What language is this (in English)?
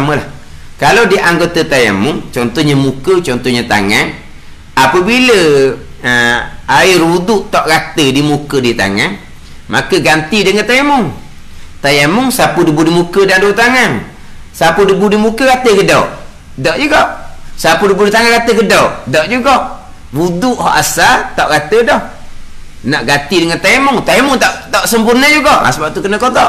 Malay